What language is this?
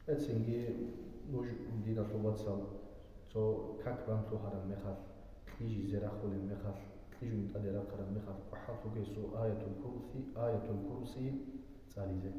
Avaric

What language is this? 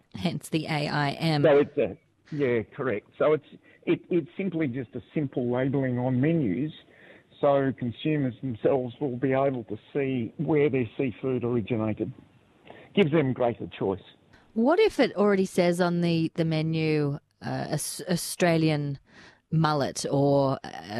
English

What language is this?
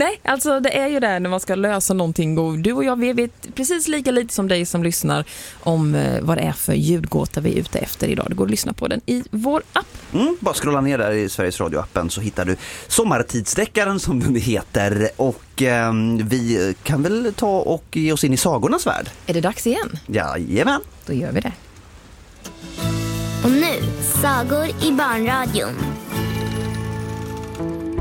Swedish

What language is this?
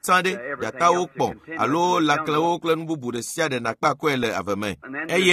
Ewe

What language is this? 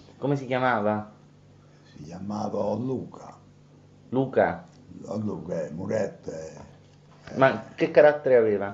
Neapolitan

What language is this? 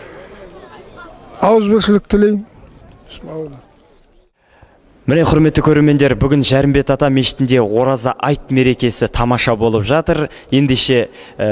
Kazakh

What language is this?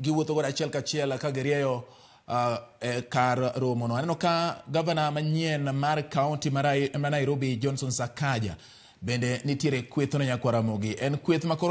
Luo (Kenya and Tanzania)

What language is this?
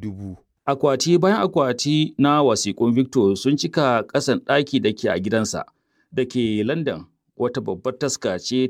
Hausa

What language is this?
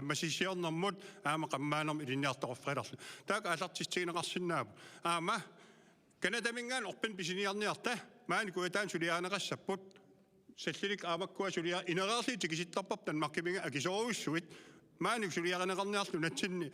Kalaallisut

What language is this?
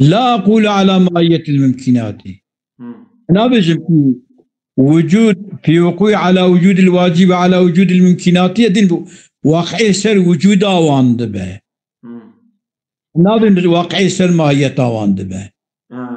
Kurdish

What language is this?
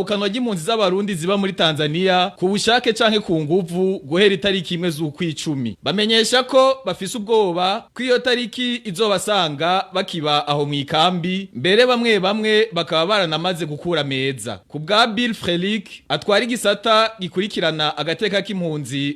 Rundi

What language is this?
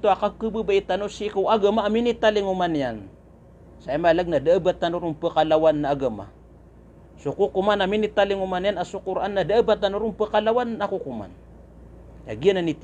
Maranao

